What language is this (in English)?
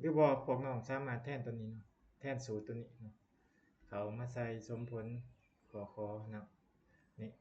Lao